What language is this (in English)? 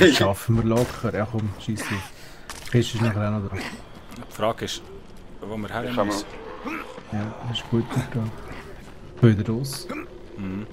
Swiss German